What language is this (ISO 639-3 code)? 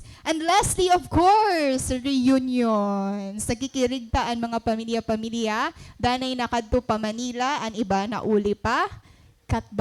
war